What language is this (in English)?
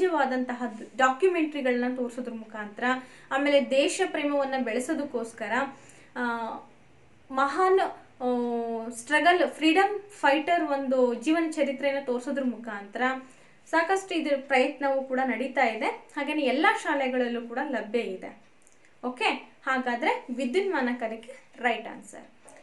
Kannada